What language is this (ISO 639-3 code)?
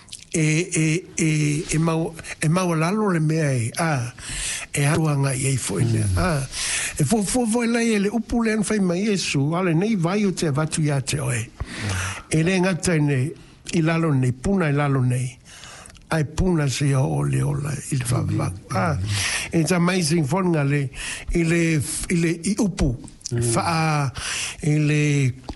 smo